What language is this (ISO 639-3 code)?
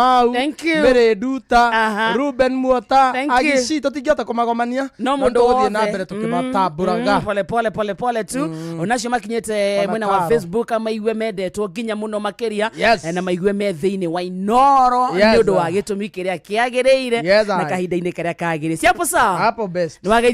kik